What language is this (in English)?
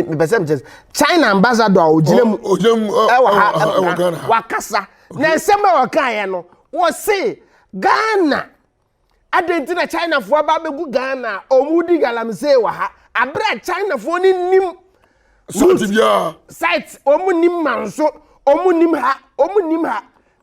Akan